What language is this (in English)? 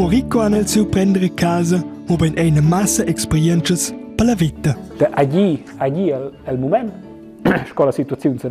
Romansh